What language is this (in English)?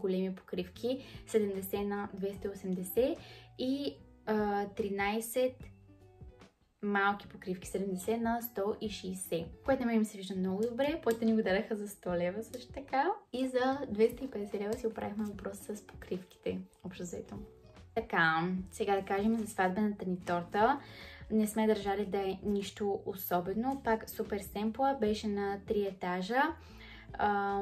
Bulgarian